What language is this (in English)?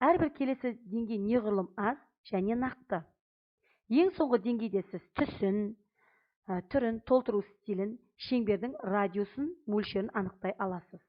Kazakh